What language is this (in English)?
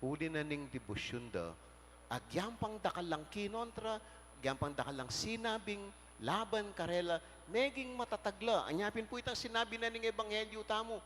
Pampanga